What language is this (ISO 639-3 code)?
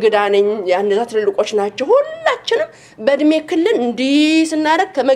amh